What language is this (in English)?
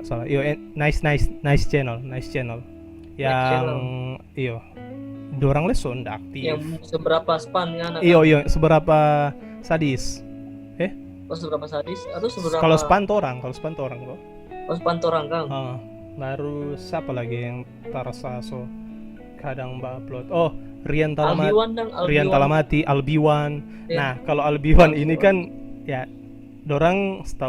Manado Malay